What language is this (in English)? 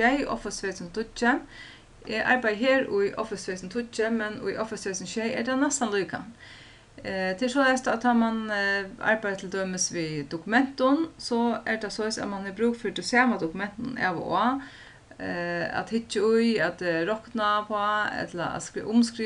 Faroese